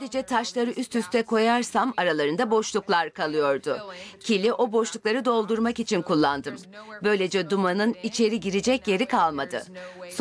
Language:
Turkish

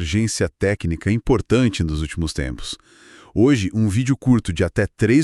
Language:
Portuguese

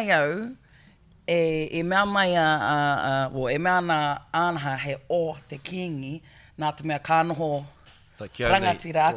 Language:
Māori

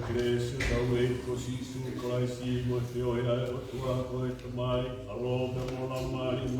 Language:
Tongan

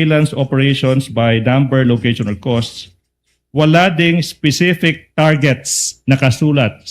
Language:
Waray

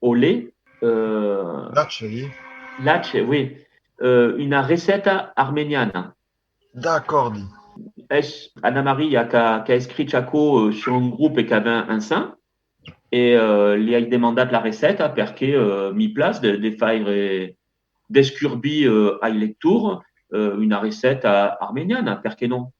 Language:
Occitan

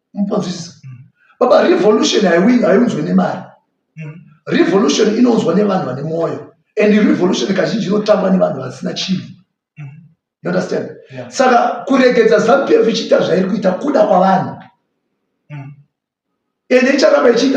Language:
Shona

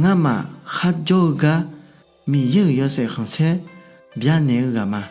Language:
Akha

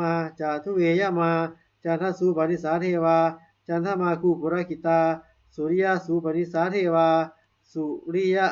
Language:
Pali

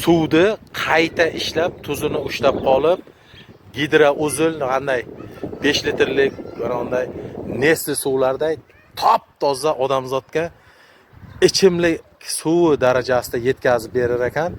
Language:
Uzbek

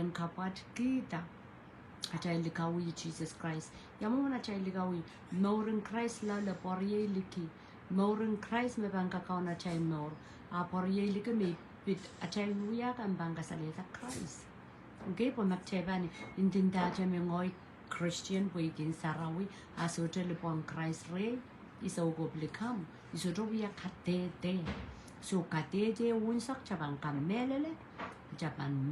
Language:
Pohnpeian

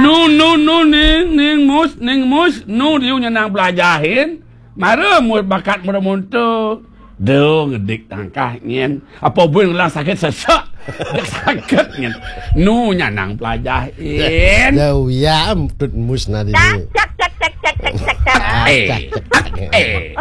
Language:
Balinese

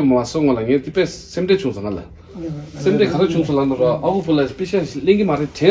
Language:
Tibetan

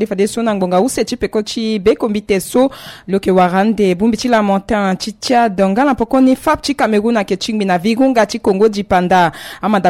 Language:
Sango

